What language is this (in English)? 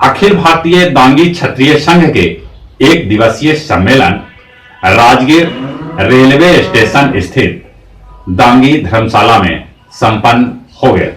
Magahi